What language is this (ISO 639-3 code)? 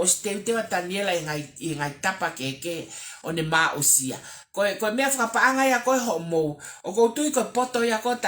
ton